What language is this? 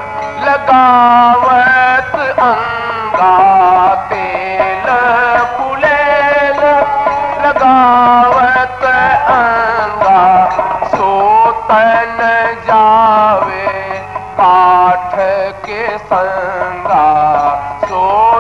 Hindi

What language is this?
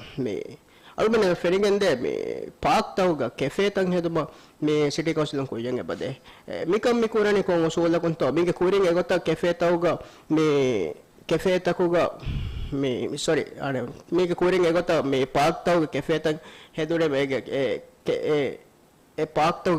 Divehi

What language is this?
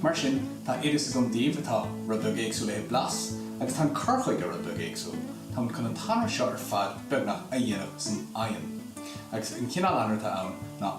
Irish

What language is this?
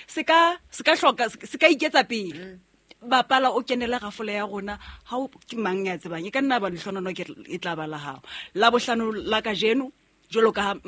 Southern Sotho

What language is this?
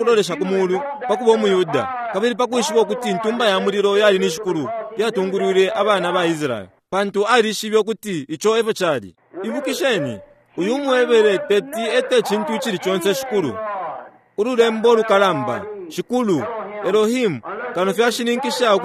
Bemba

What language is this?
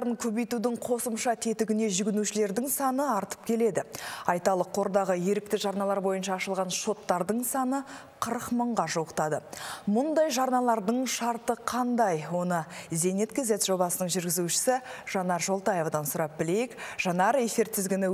Kazakh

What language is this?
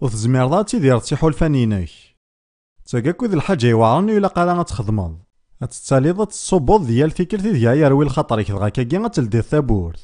Kabyle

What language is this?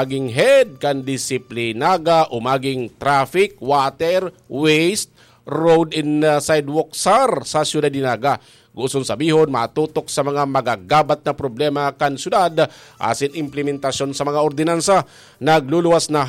Bikol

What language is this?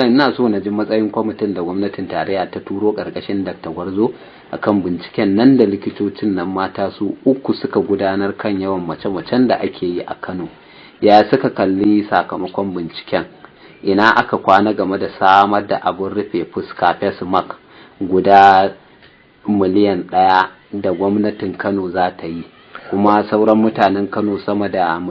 Hausa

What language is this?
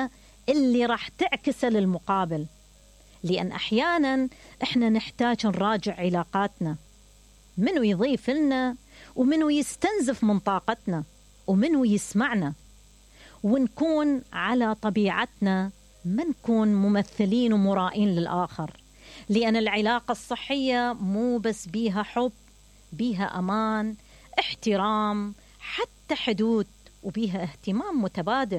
Mesopotamian Arabic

